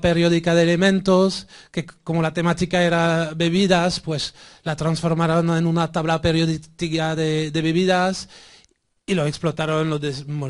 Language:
Spanish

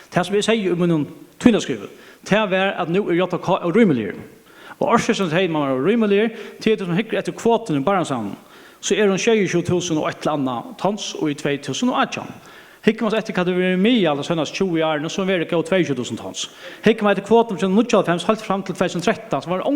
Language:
Faroese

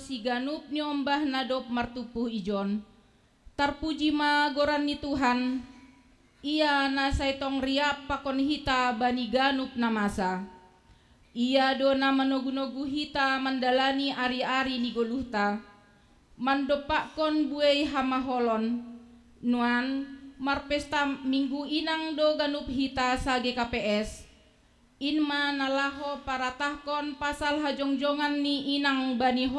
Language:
Batak Simalungun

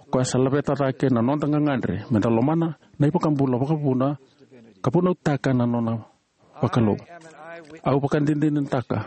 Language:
Fijian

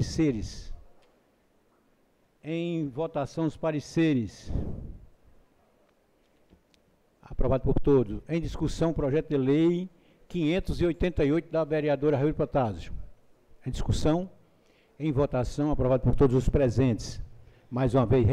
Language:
Portuguese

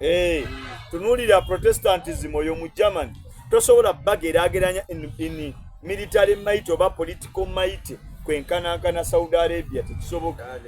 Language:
Soga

